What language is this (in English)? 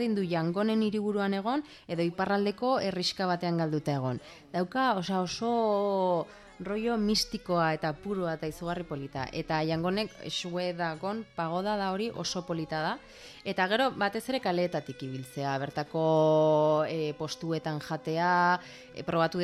Basque